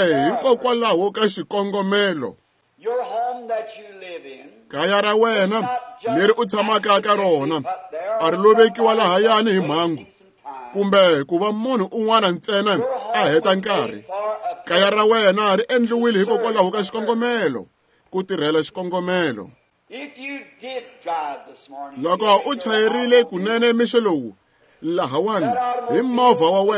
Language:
Tsonga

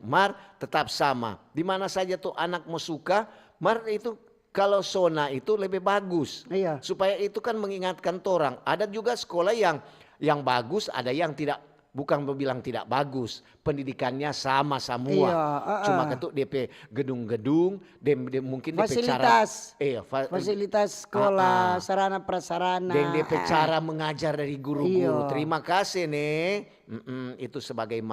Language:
Manado Malay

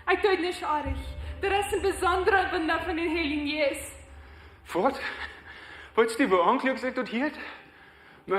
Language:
Plautdietsch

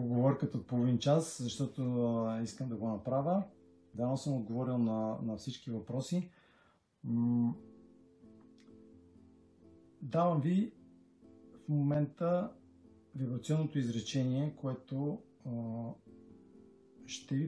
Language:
Bulgarian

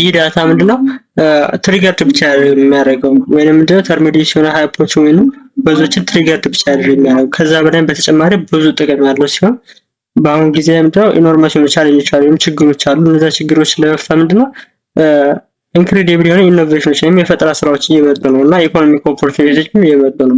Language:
Amharic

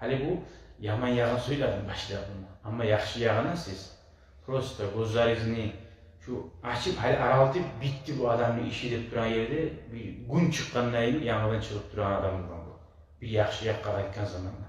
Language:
Kumyk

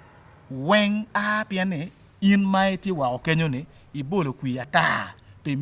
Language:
Acoli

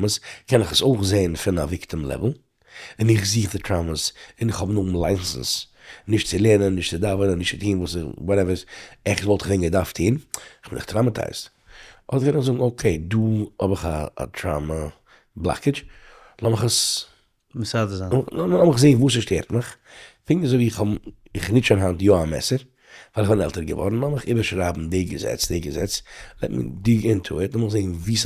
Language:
Yiddish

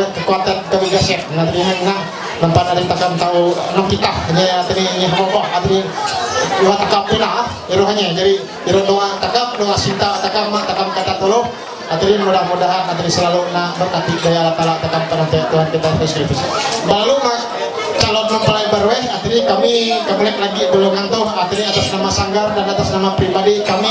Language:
Ma'anyan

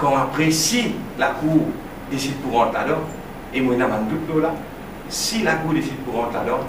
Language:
Morisyen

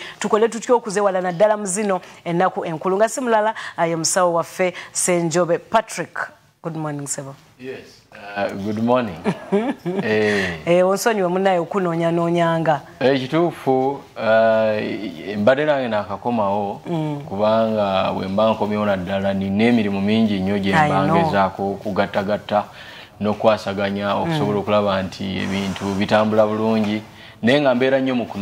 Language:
Ganda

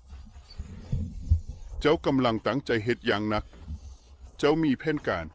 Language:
Lao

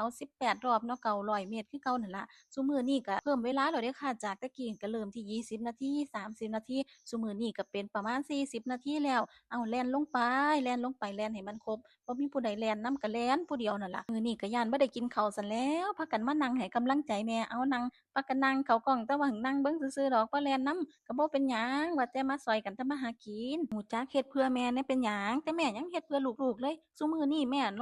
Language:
Northeastern Thai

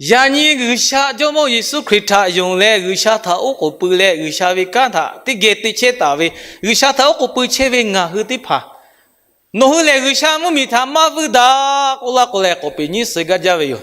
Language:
Lahu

